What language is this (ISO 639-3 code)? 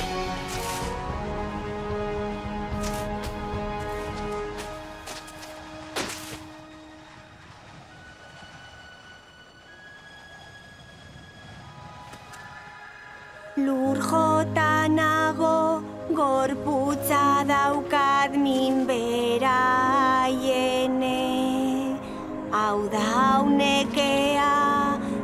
eus